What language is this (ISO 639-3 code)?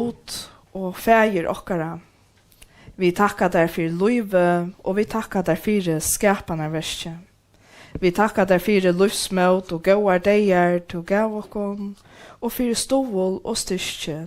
fao